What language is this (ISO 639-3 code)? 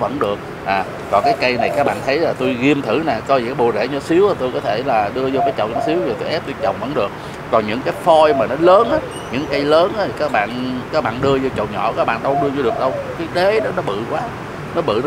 vie